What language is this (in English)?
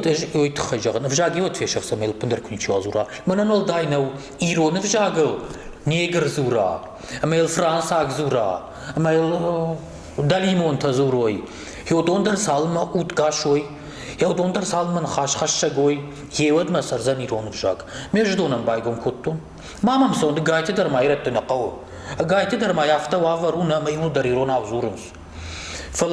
Ossetic